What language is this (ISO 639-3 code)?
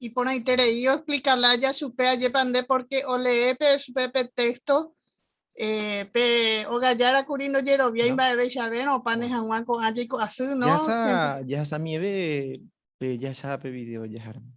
grn